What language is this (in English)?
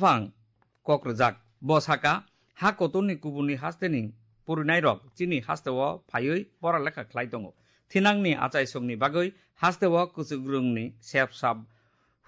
Kok Borok